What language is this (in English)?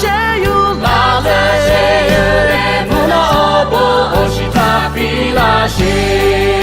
Lahu